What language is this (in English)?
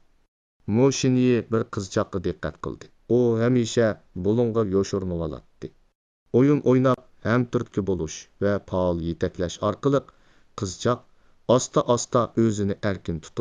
Uyghur